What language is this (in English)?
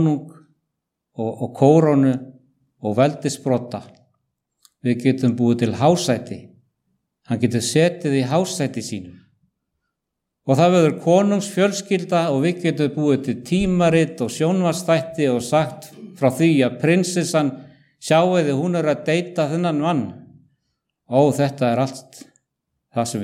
Icelandic